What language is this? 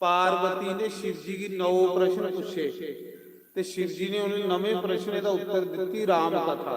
Dogri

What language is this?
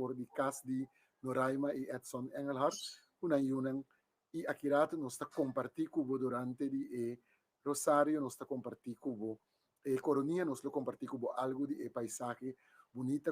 Papiamento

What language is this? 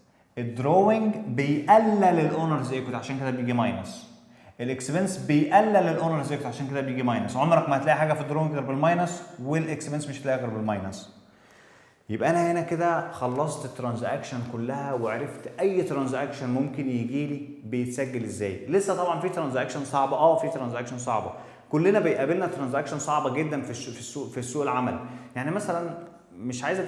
Egyptian Arabic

